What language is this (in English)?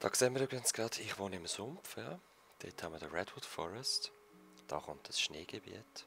Swiss German